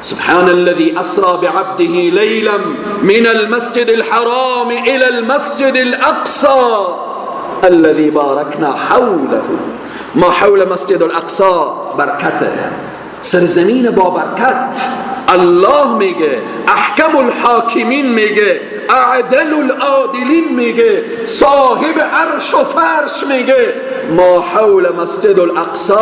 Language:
Persian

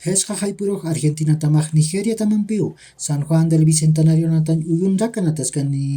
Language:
Aymara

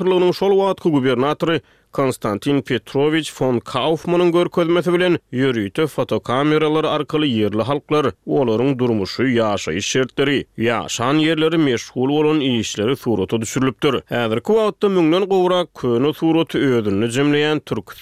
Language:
Turkmen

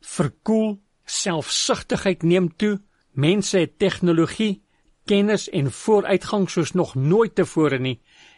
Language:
Afrikaans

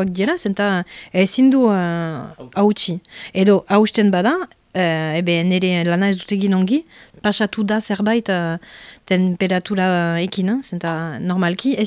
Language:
Basque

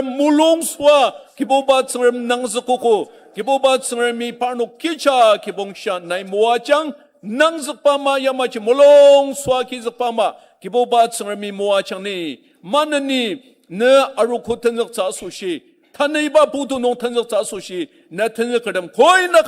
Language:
Ao Naga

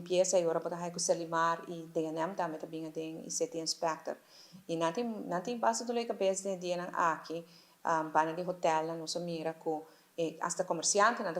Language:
Papiamento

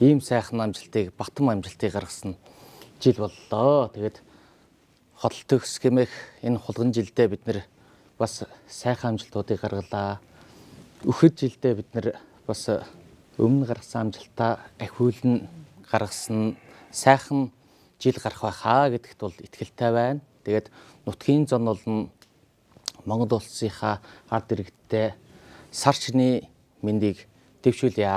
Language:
Mongolian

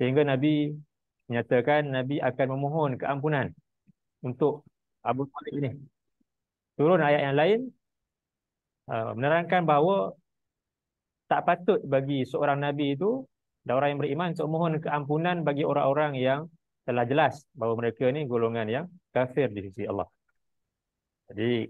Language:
Malay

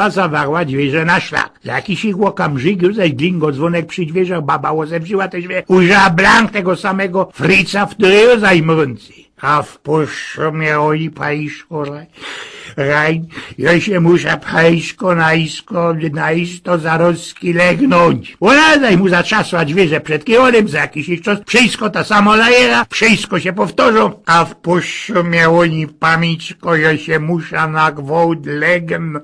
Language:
Silesian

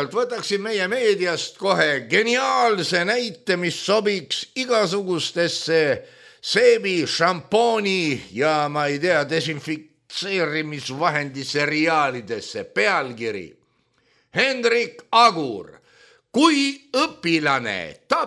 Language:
Estonian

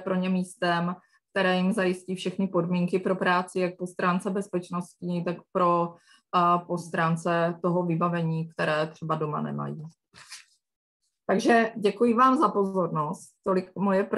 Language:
Czech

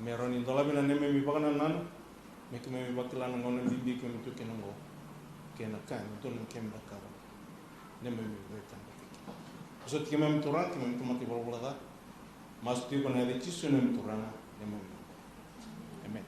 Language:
Fijian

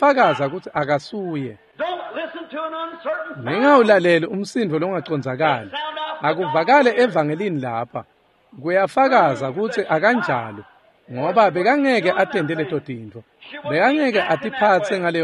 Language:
Swati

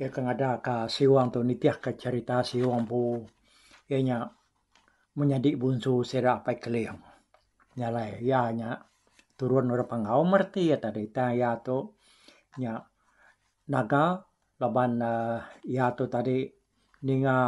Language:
Iban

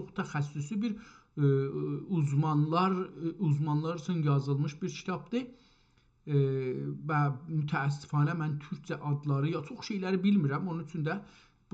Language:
South Azerbaijani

